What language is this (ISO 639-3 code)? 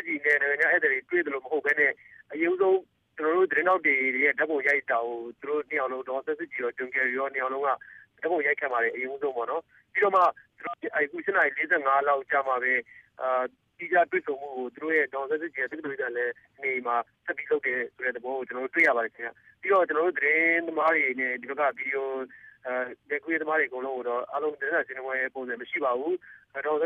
mya